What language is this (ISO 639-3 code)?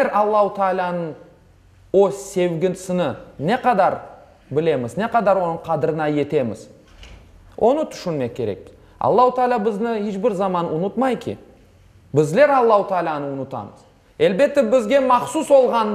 crh